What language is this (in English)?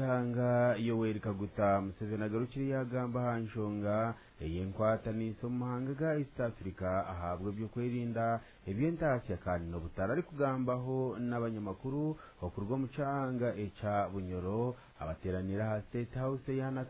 Nyankole